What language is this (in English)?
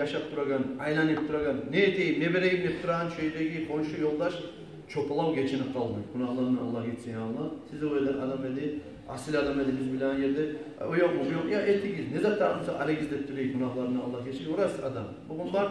Kumyk